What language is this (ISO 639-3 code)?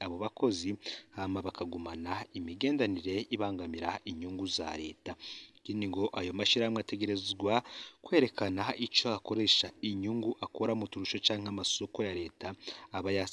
run